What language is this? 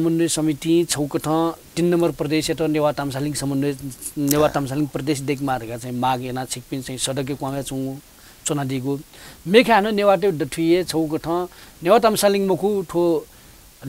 Newari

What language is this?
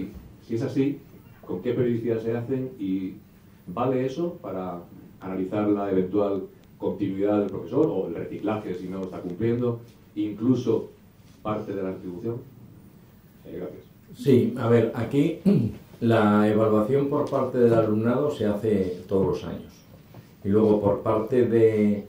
Spanish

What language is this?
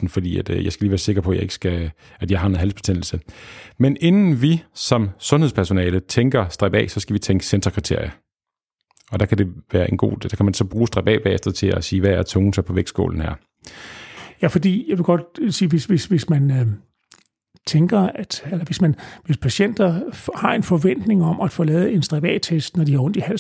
Danish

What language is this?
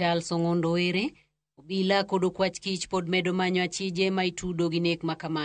Luo (Kenya and Tanzania)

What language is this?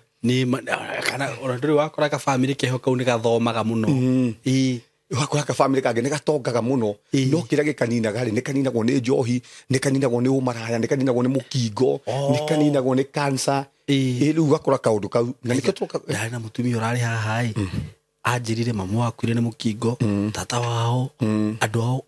Kikuyu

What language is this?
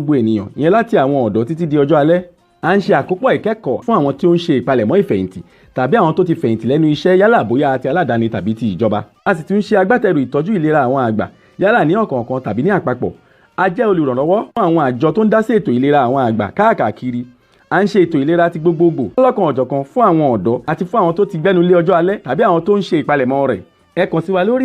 Yoruba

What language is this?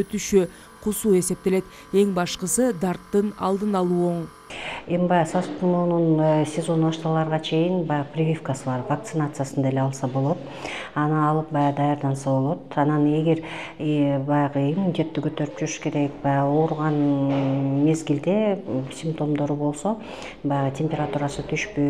Kyrgyz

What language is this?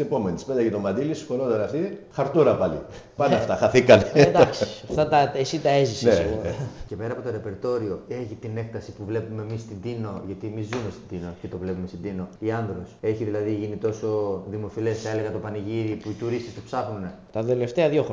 Greek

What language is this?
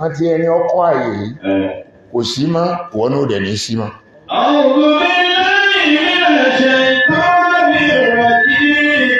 Yoruba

